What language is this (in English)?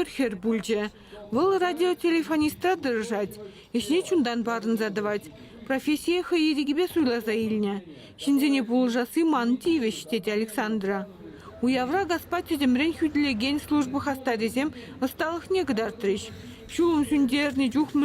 Chuvash